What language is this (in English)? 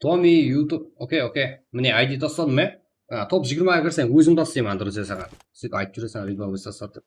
Kara-Kalpak